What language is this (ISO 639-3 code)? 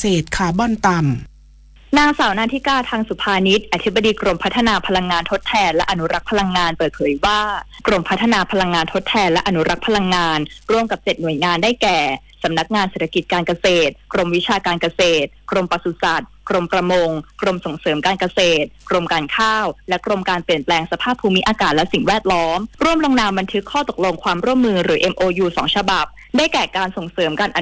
tha